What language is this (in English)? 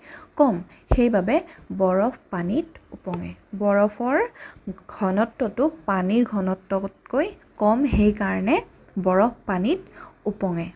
Assamese